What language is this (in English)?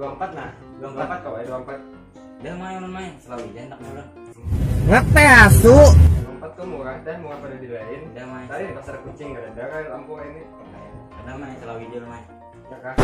Banjar